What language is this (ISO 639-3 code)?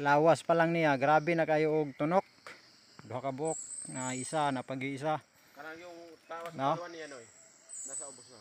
ceb